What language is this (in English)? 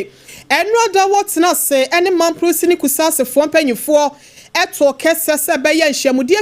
Akan